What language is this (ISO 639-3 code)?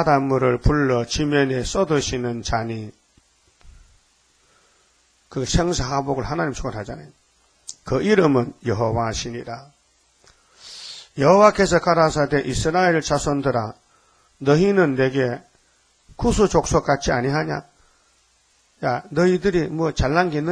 kor